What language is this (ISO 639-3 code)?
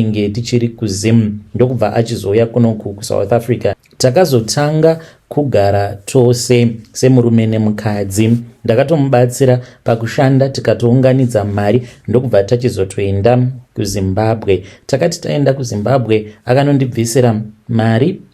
sna